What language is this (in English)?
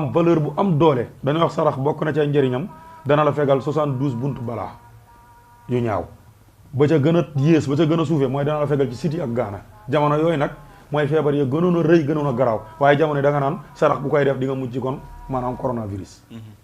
Wolof